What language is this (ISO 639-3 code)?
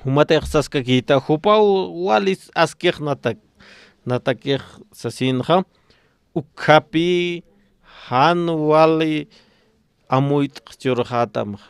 aym